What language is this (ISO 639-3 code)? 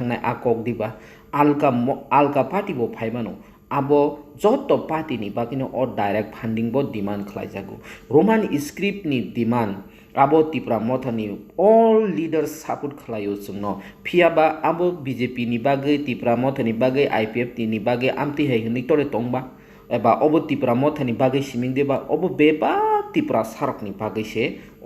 trp